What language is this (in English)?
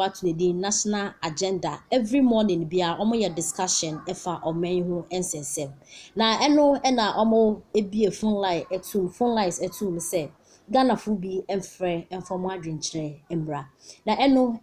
Akan